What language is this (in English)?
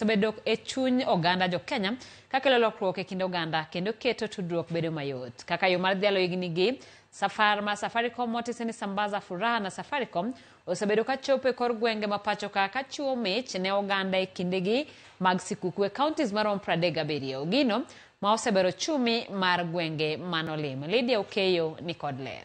Luo (Kenya and Tanzania)